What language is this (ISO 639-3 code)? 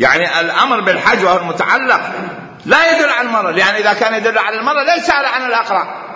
acm